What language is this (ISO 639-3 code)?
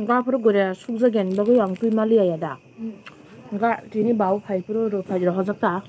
trp